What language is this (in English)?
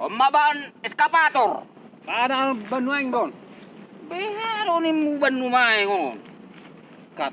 Batak Toba